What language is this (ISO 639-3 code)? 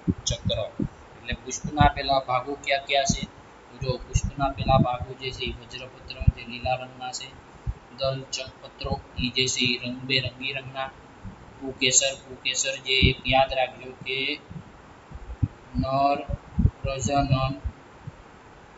guj